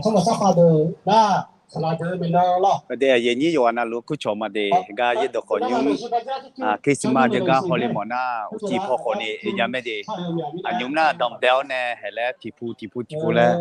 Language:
Akha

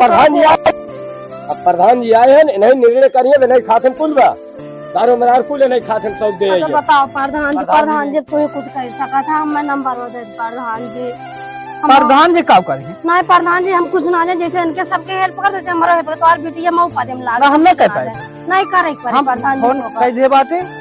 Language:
Awadhi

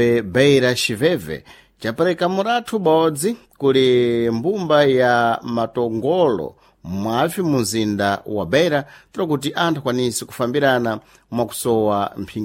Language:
Sena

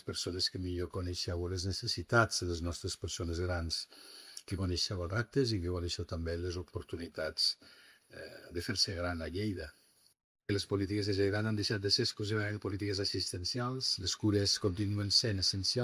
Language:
Catalan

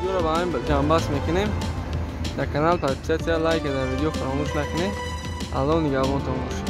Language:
Tajik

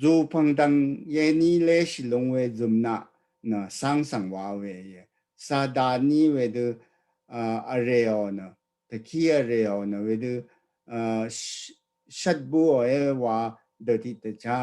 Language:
Rawang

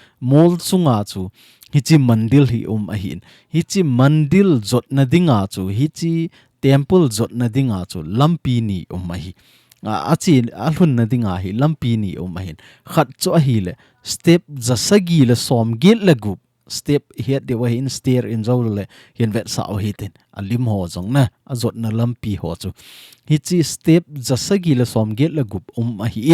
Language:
Thado Chin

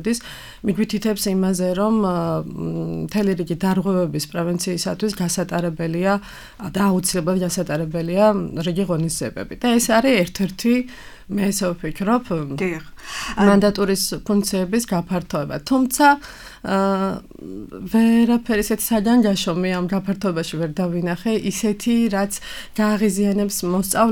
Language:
Georgian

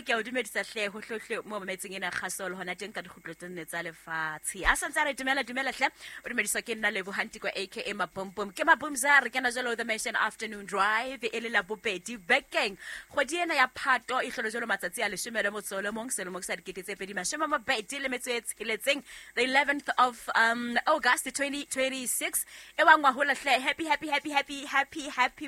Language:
Southern Sotho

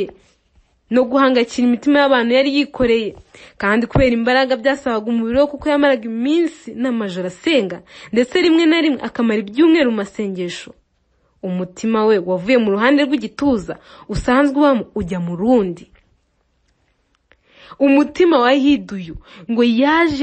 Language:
Kinyarwanda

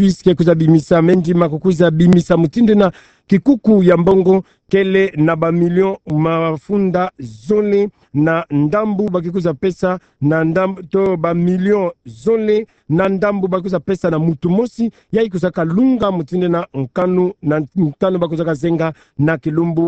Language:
Kituba (Democratic Republic of Congo)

